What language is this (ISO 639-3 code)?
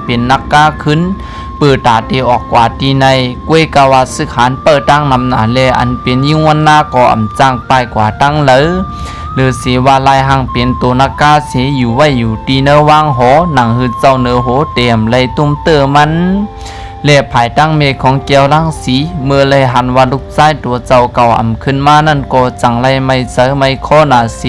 shn